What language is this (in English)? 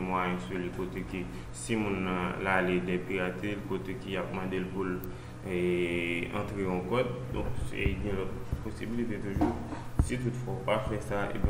Haitian Creole